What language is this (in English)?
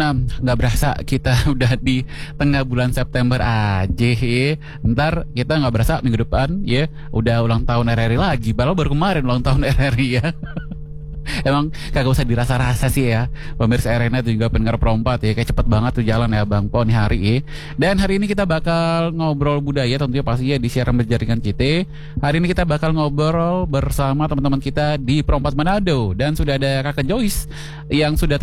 Indonesian